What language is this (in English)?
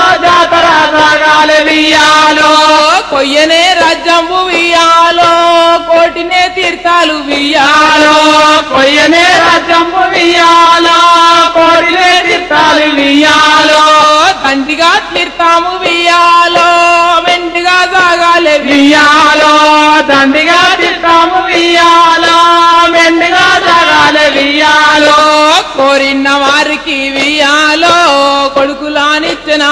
Telugu